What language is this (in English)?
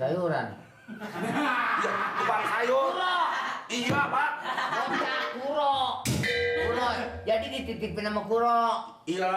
Betawi